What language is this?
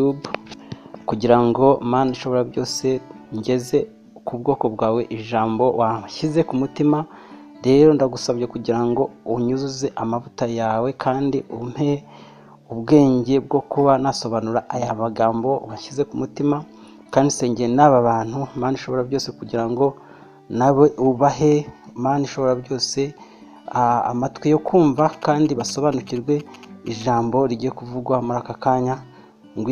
Kinyarwanda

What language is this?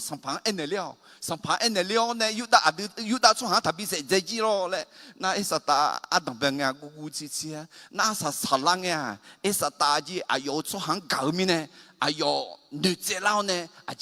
Akha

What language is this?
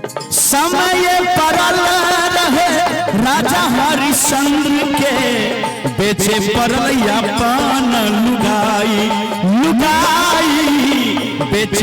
Maithili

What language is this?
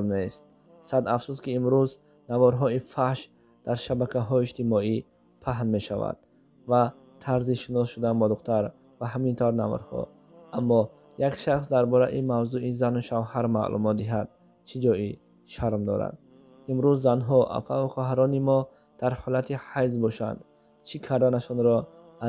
Tajik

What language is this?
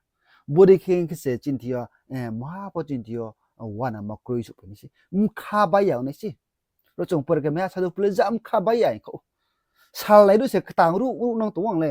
Riang (India)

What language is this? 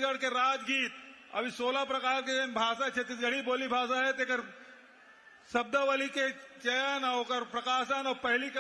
Chhattisgarhi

